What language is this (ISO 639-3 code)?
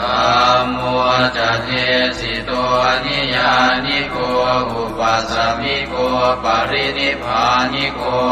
pli